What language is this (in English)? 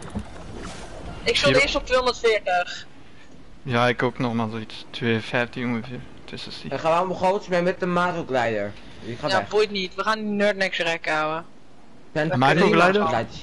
Dutch